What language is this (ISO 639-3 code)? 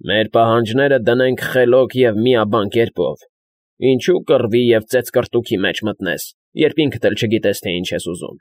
hye